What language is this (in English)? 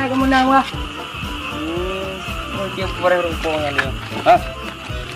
Achinese